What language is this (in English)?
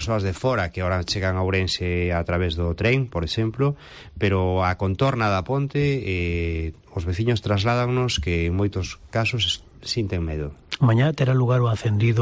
Galician